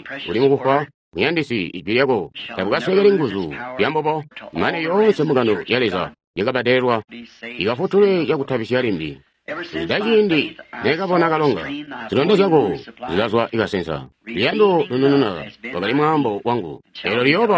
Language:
Tonga (Zambia)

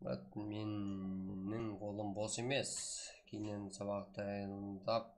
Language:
Kara-Kalpak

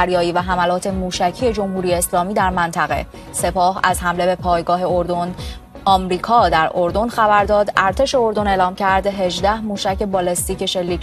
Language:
Persian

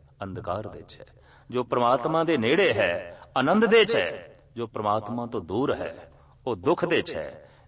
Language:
Punjabi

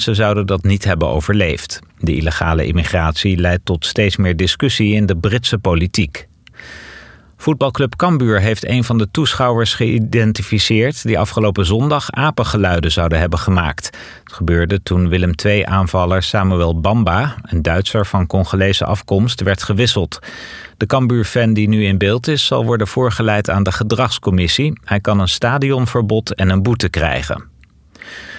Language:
Dutch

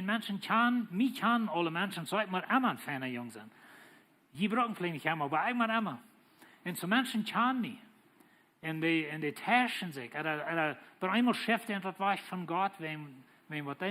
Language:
Plautdietsch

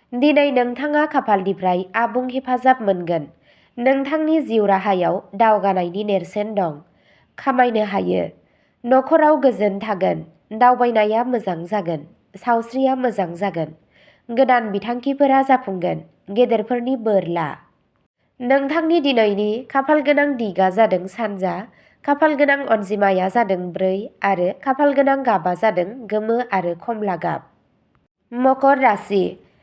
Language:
Bodo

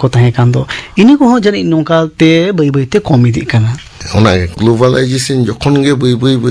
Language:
Santali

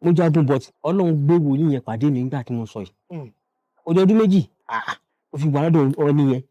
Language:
Yoruba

